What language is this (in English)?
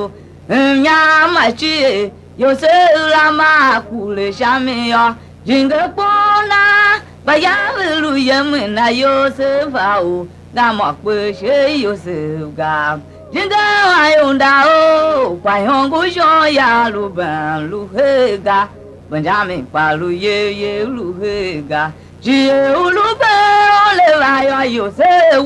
Tiv